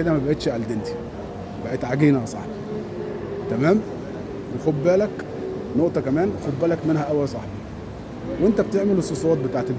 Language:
Egyptian Arabic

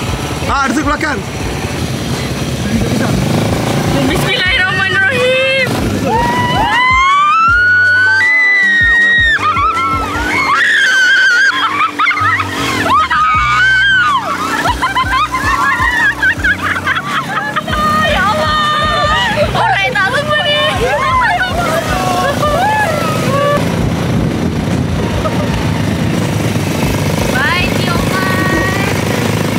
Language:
Malay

